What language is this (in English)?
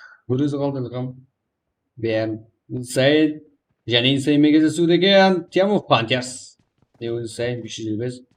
Kara-Kalpak